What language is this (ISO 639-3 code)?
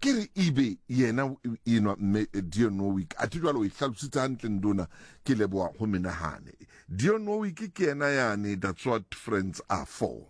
sot